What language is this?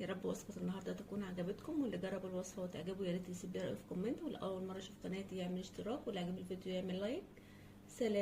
Egyptian Arabic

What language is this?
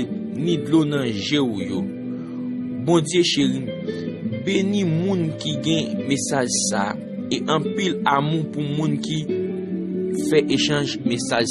Haitian Creole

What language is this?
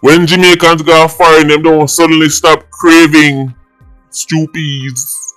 Jamaican Creole English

